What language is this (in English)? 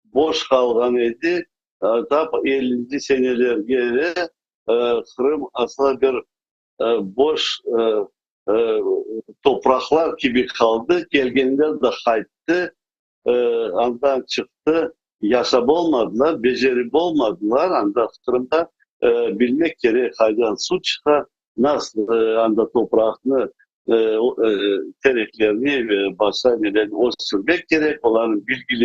Crimean Tatar